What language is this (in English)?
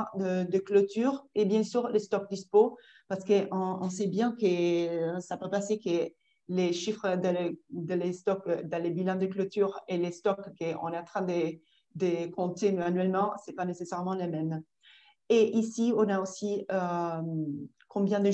French